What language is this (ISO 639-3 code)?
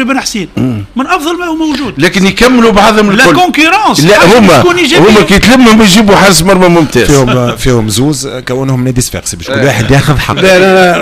aeb